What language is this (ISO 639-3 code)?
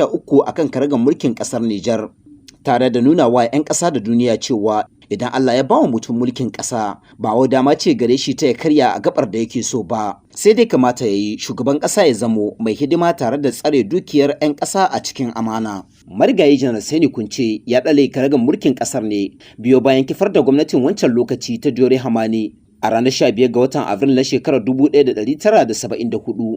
hau